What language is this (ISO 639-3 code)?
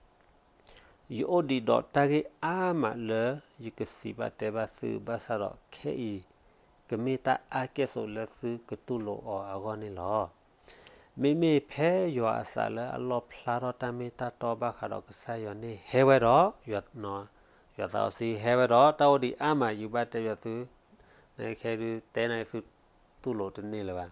ksw